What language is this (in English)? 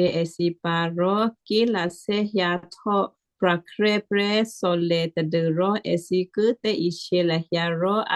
Western Kayah